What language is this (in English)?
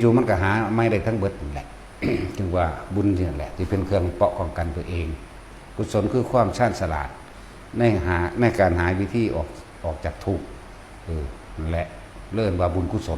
Northeastern Thai